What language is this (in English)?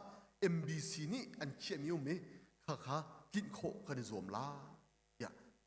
Hakha Chin